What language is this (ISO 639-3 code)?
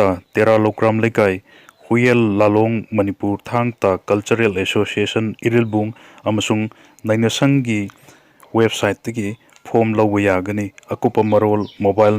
mni